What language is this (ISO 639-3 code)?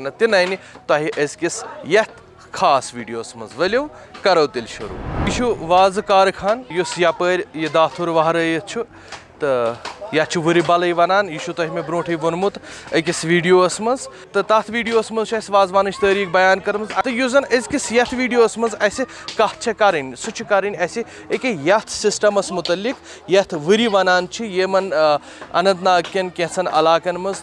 kas